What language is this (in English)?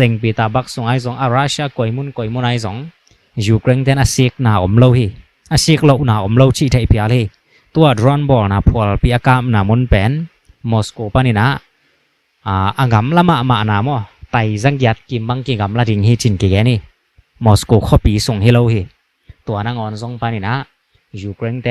Tedim Chin